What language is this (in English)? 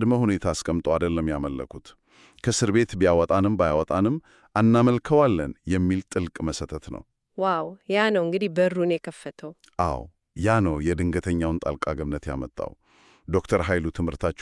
Amharic